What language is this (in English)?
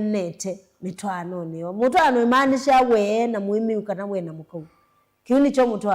Kamba